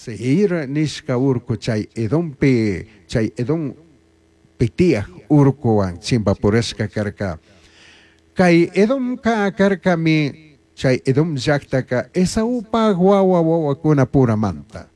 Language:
Chimborazo Highland Quichua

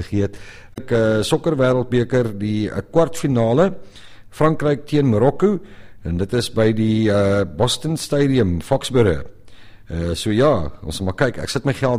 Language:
Afrikaans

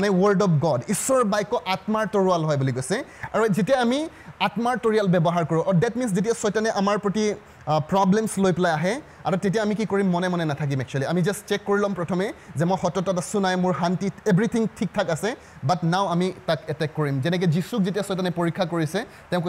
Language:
Assamese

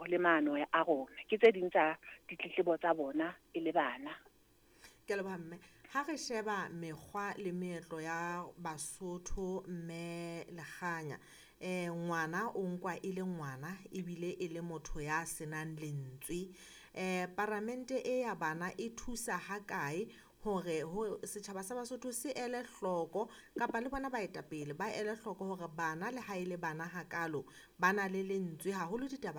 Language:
Southern Sotho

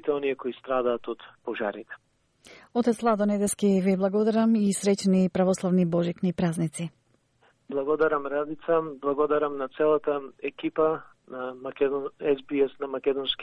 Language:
Macedonian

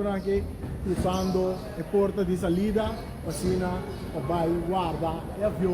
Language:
Papiamento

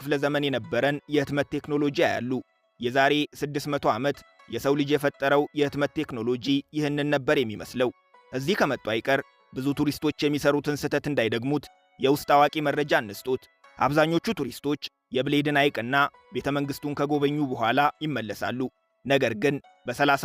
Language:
Amharic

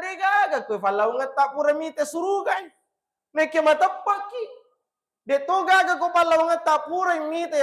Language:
Buginese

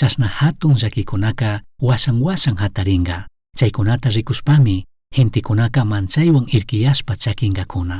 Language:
Chimborazo Highland Quichua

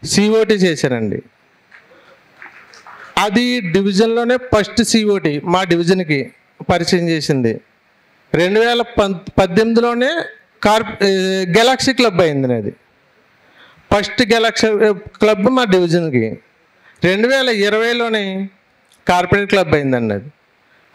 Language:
Telugu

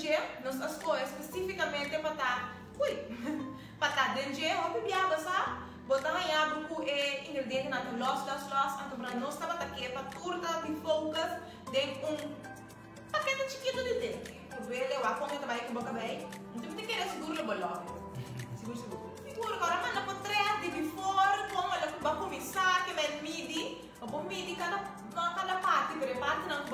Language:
Papiamento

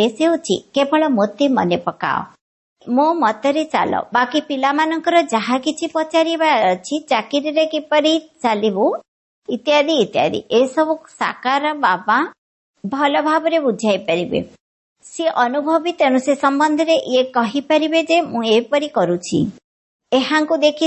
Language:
Odia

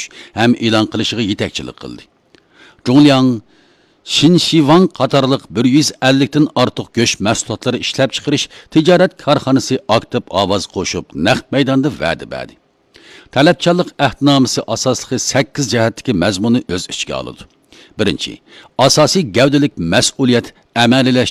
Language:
Uyghur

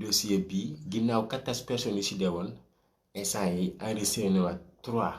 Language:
Wolof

